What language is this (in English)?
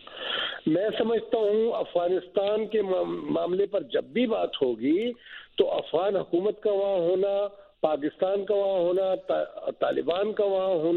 Urdu